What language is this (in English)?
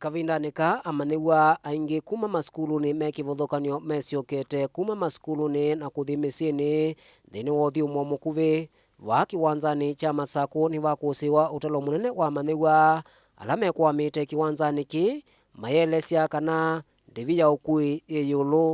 Kamba